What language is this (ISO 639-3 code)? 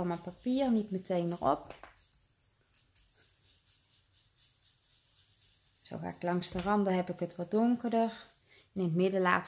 nld